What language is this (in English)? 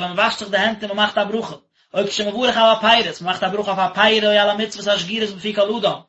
Yiddish